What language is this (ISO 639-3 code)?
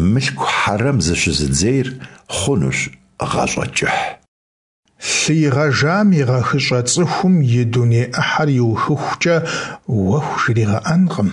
kbd